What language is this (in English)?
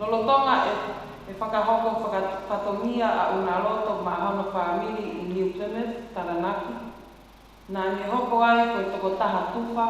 Tongan